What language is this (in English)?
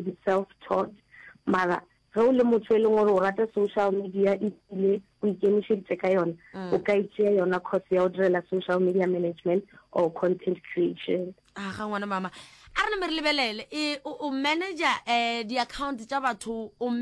Northern Sotho